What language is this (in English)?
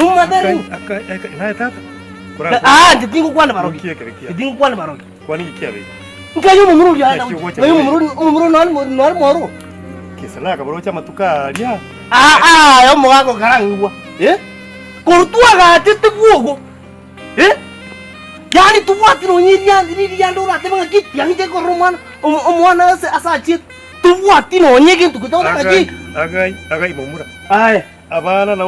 Gusii